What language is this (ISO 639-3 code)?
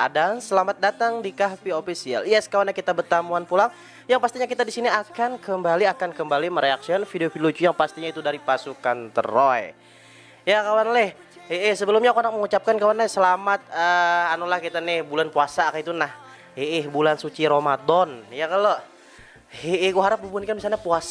bjn